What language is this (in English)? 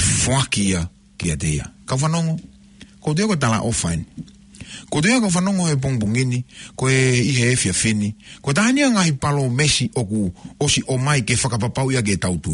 Tongan